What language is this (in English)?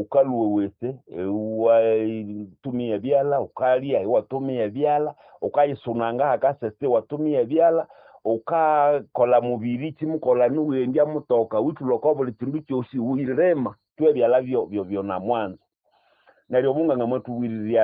Nande